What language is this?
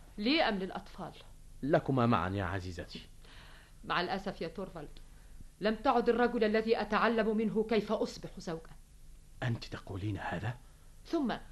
Arabic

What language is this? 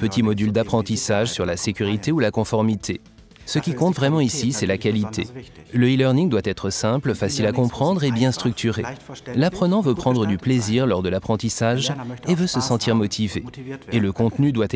French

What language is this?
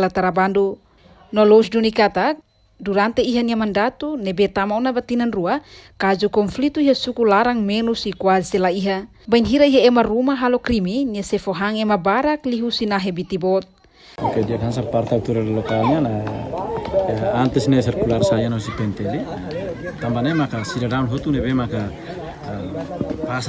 Tetum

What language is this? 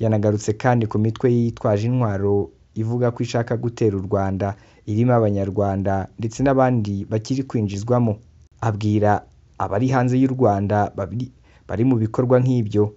Kinyarwanda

